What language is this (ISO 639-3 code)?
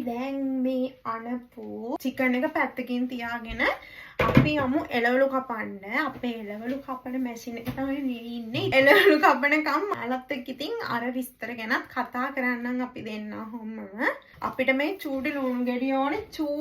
sin